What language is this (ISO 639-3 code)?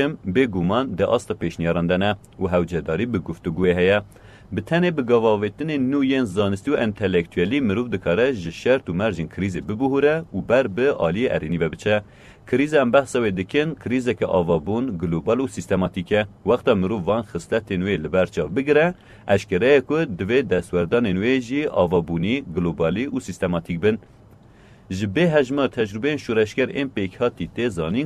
kur